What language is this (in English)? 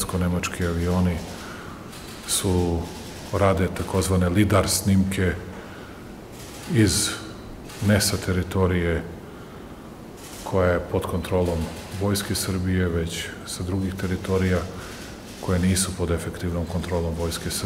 Serbian